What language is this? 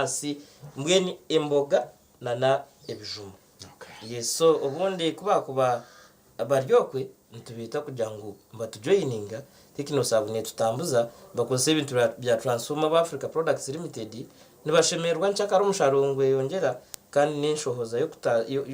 Nyankole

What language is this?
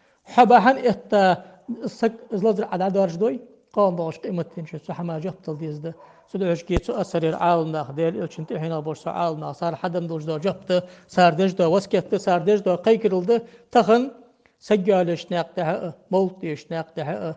Ingush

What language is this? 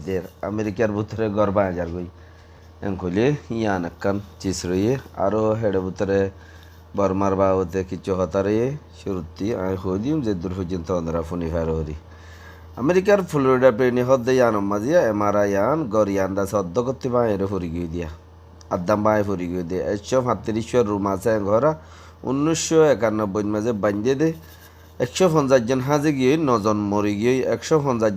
Rohingya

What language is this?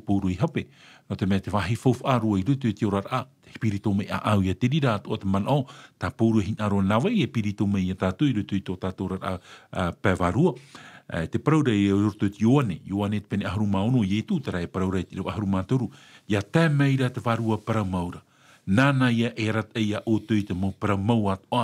Tahitian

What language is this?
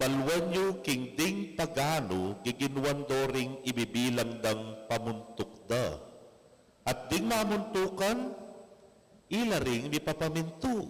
Pampanga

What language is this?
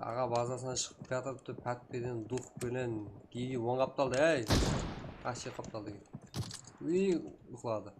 Kara-Kalpak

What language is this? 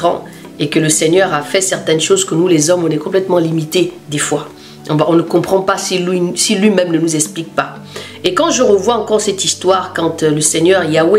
French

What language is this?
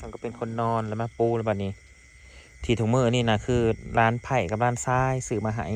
Northeastern Thai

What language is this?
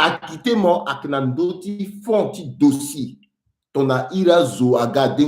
Sango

